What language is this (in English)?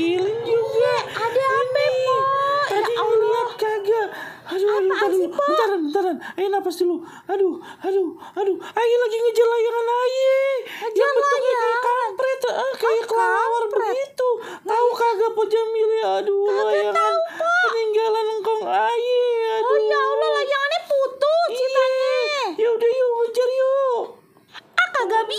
Betawi